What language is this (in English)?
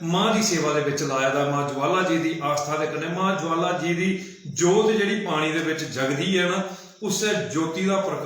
Dogri